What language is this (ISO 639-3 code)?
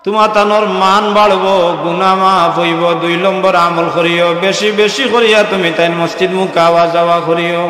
syl